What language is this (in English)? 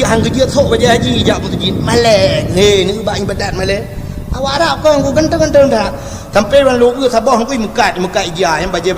Achinese